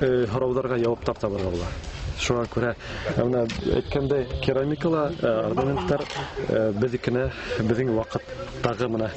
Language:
Bashkir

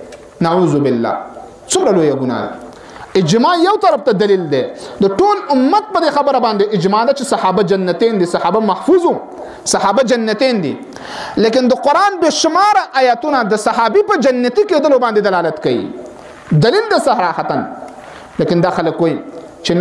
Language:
Pashto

